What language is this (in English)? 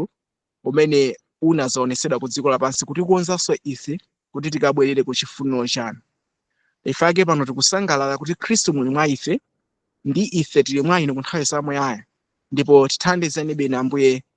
Nyanja